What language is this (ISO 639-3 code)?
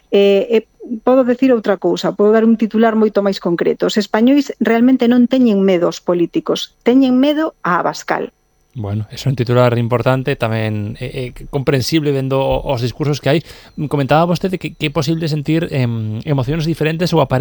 glg